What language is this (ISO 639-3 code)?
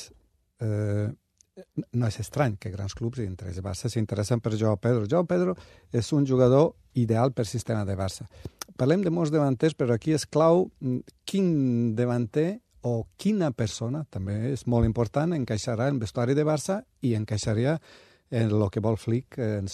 cat